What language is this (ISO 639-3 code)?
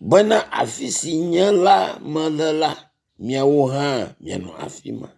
ewe